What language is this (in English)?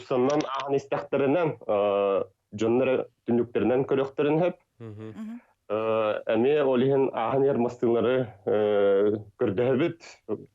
Yakut